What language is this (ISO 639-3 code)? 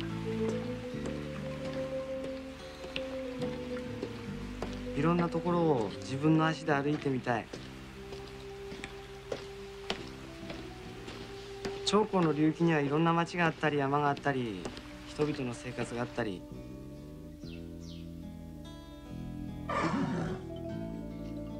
jpn